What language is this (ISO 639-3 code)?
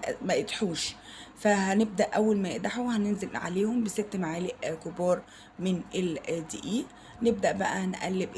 arz